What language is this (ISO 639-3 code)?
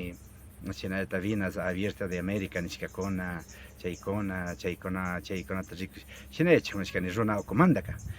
qvi